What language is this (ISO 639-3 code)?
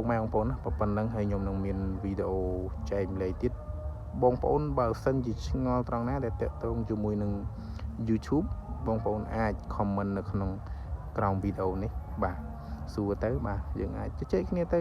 khm